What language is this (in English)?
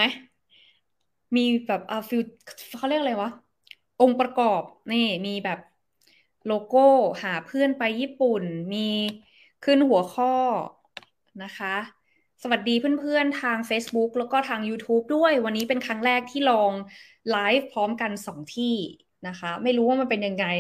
Thai